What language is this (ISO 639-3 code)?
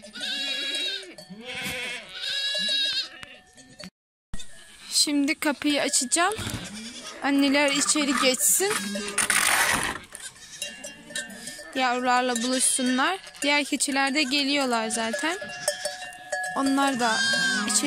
tur